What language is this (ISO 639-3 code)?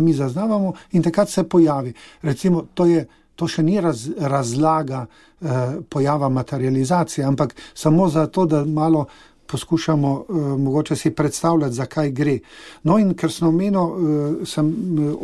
slv